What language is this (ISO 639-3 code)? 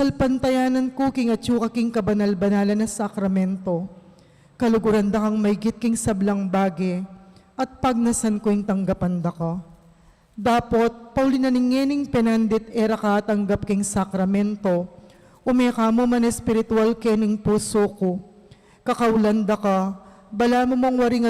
pam